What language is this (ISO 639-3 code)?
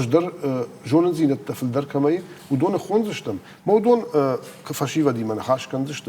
oss